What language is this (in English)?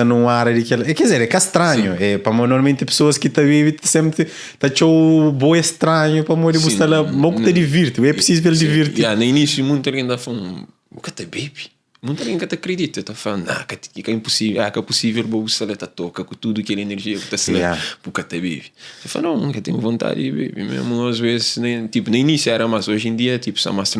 Kabuverdianu